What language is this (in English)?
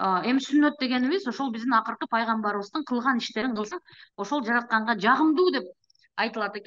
Kyrgyz